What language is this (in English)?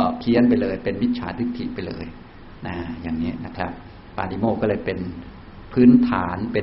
Thai